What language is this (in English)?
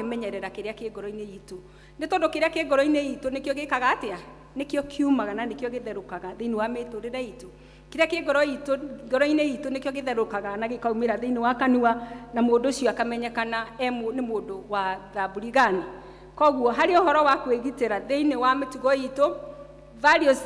Kikuyu